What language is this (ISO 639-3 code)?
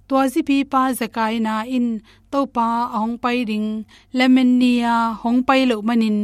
ctd